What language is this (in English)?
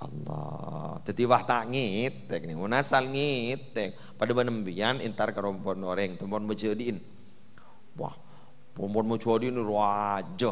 Madurese